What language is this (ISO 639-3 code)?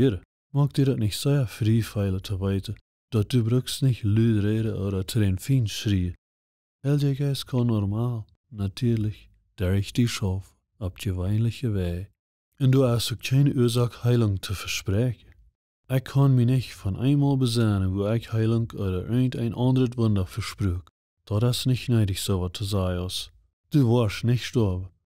pdt